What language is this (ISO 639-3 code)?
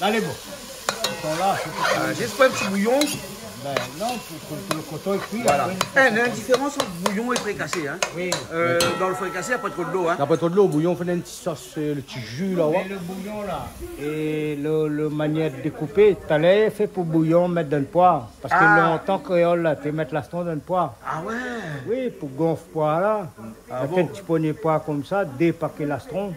rcf